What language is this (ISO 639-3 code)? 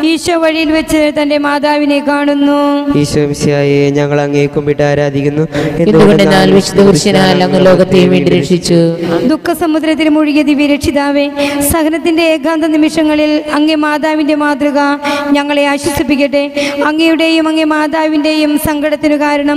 mal